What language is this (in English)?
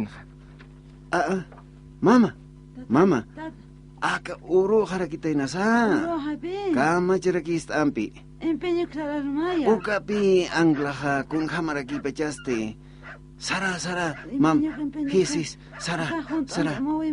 Aymara